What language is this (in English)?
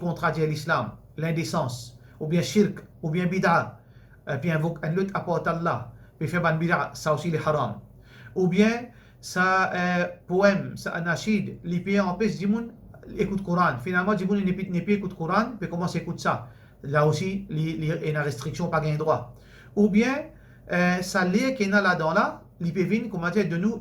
Morisyen